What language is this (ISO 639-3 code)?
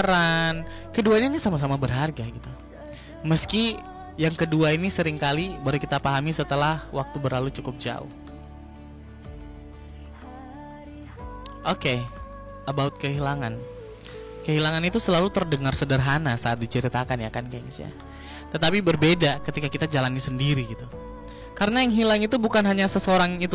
ind